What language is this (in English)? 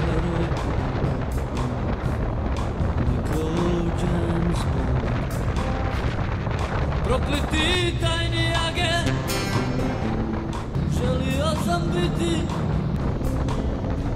Croatian